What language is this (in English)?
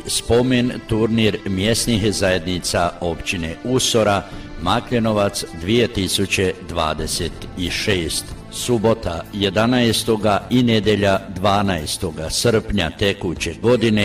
Croatian